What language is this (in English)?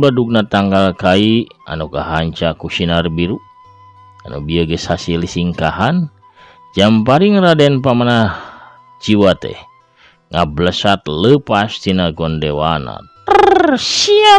Sundanese